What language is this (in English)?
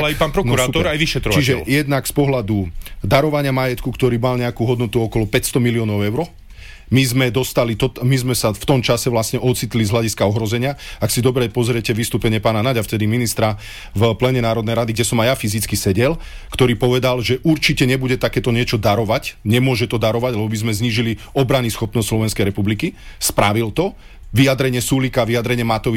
Slovak